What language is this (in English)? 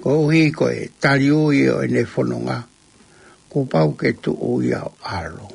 Tongan